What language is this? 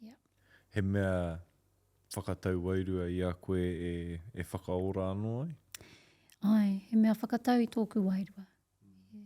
Māori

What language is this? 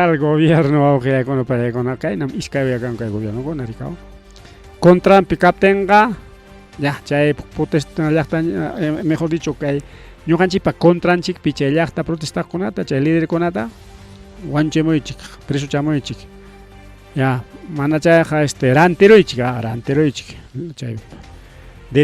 Ayacucho Quechua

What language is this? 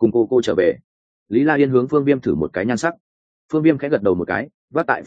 Vietnamese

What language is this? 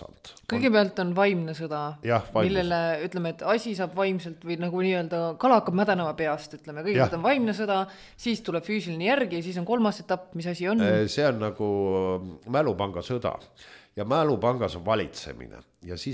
Estonian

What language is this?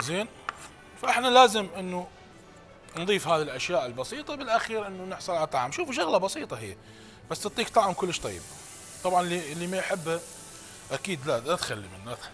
Mesopotamian Arabic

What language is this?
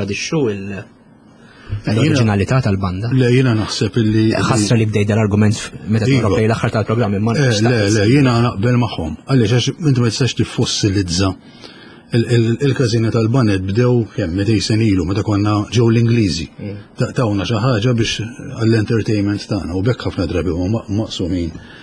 Maltese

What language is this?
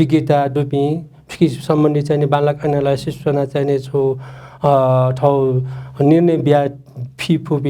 Newari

